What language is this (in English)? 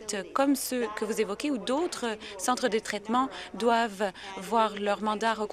French